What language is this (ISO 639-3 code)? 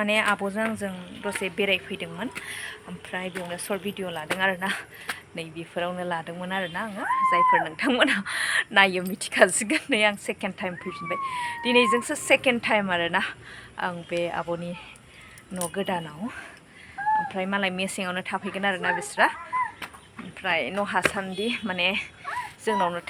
brx